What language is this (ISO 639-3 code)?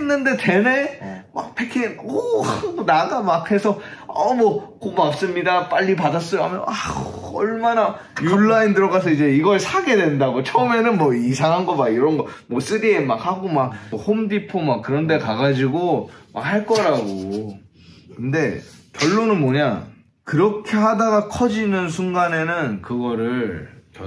kor